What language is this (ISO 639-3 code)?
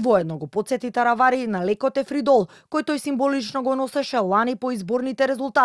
mkd